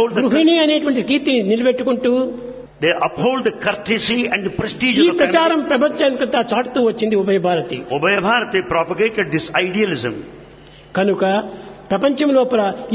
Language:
Telugu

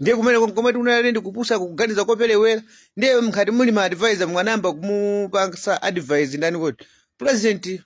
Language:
Nyanja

